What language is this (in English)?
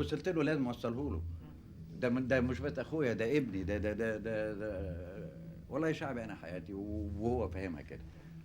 Egyptian Arabic